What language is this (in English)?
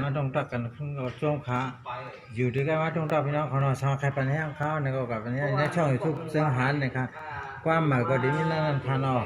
Shan